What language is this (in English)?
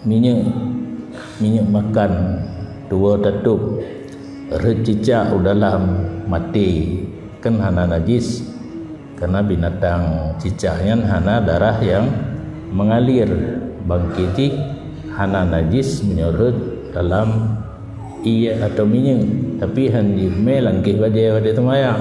Achinese